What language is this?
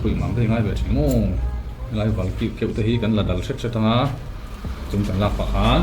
Mizo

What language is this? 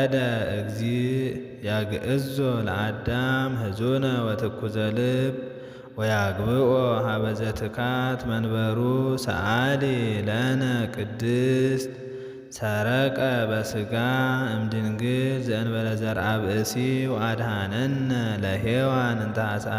Geez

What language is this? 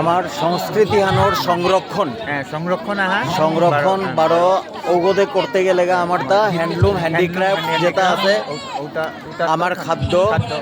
Bishnupriya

